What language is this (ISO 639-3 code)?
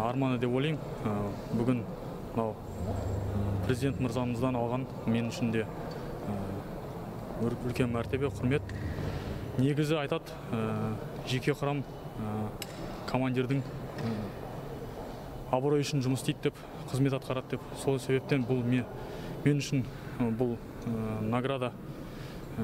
kaz